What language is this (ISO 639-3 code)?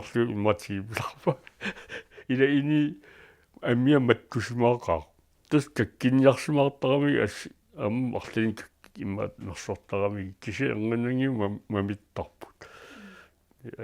kal